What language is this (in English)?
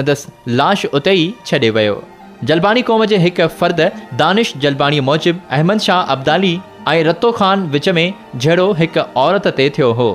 Sindhi